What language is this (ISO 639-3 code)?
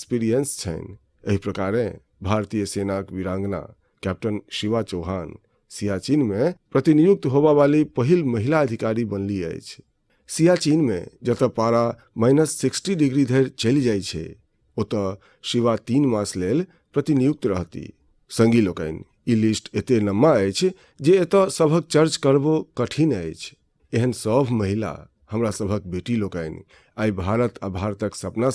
mai